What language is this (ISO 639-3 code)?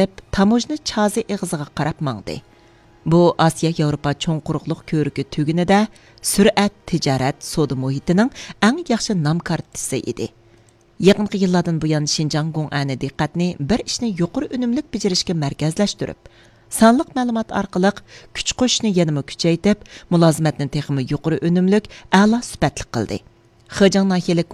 uig